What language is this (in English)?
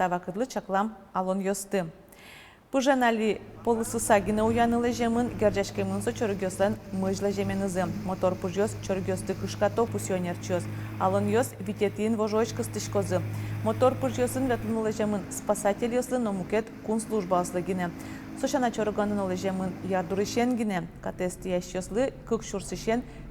Udmurt